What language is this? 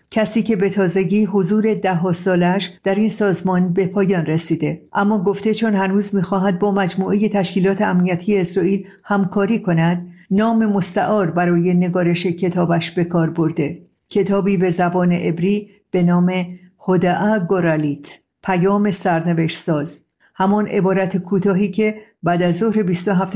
Persian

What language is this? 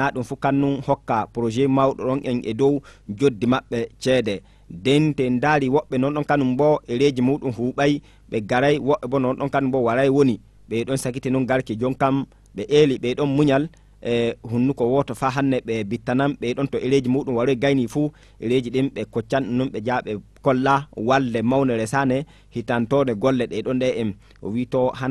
Fula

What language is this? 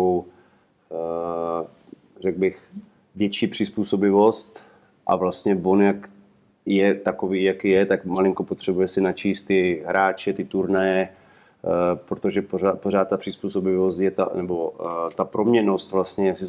Czech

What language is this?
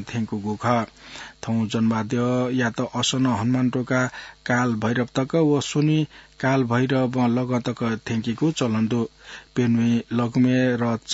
Newari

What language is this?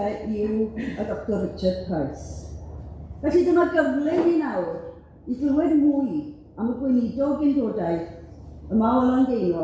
Welsh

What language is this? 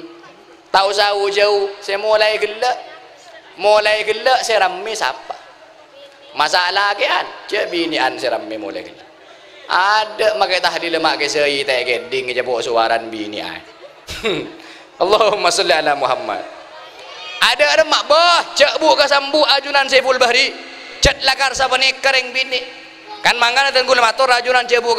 Madurese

